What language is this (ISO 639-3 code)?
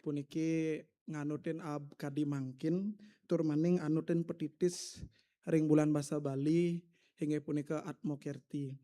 ban